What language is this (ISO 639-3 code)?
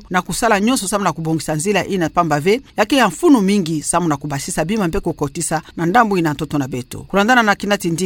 ktu